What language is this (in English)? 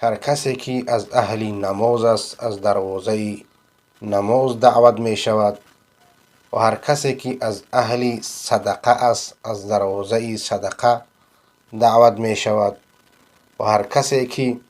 Persian